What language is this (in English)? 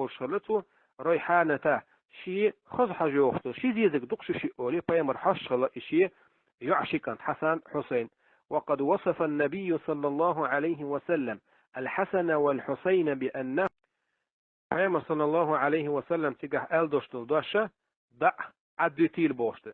Chechen